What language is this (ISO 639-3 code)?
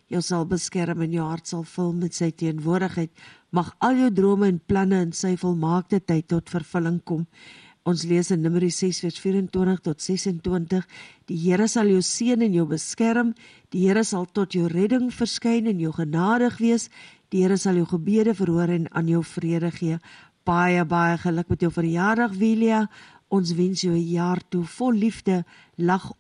afr